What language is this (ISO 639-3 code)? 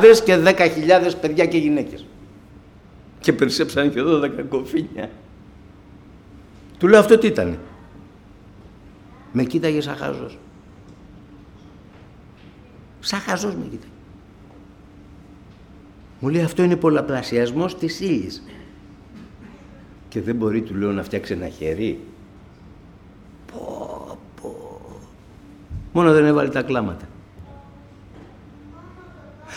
ell